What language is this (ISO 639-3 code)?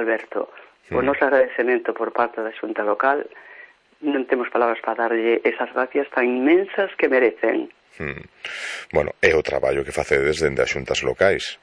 glg